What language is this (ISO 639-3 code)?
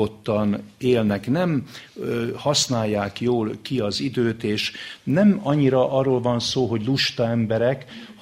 hun